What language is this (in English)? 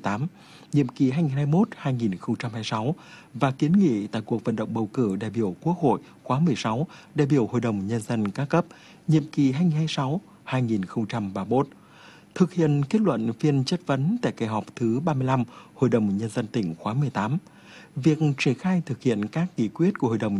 Vietnamese